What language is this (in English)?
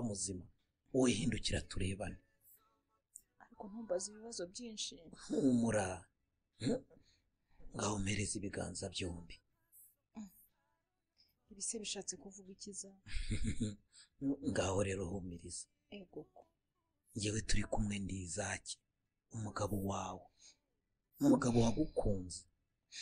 Kinyarwanda